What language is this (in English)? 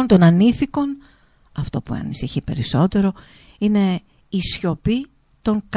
Greek